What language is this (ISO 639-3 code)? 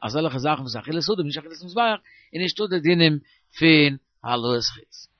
yid